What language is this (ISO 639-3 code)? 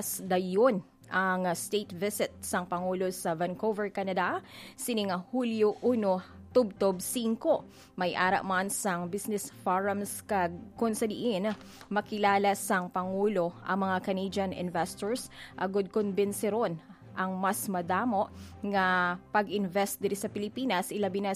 hil